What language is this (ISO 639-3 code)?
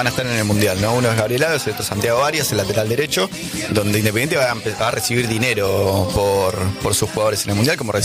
spa